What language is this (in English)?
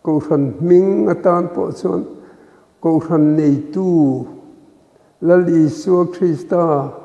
Mizo